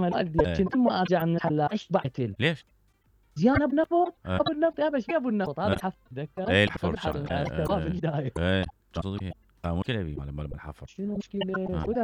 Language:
Mesopotamian Arabic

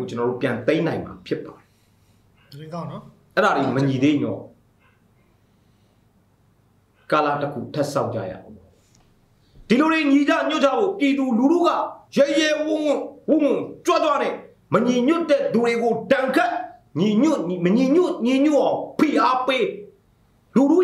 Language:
Burmese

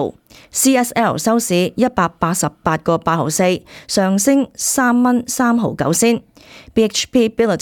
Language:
Cantonese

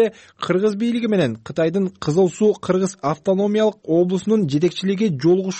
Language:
Kyrgyz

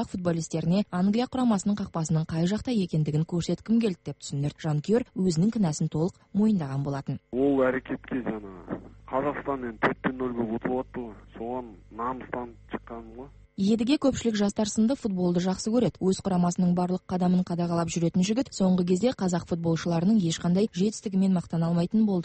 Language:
Kazakh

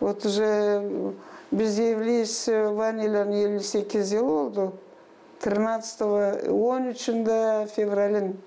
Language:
Gagauz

